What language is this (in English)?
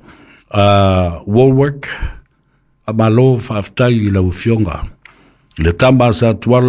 Samoan